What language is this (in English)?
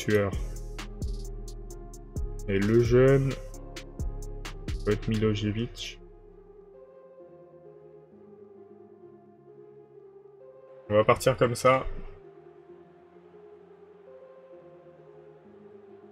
French